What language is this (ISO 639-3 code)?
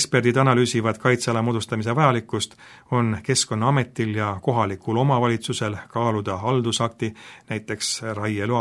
est